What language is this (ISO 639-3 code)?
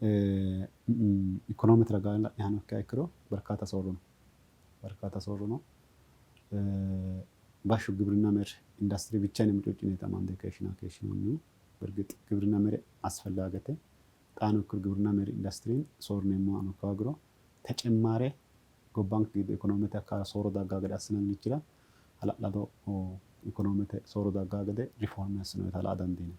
sid